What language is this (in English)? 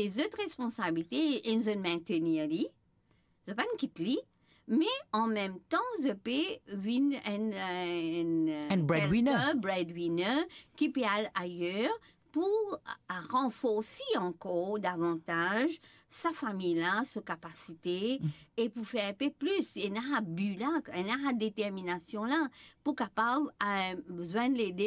Morisyen